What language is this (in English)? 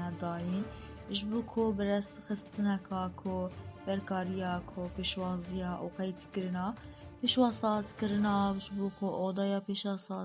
Kurdish